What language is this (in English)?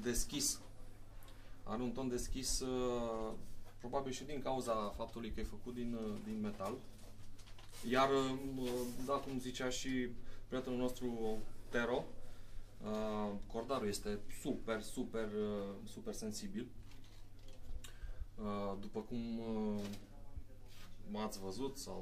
Romanian